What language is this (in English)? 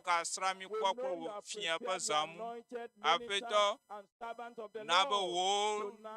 Ewe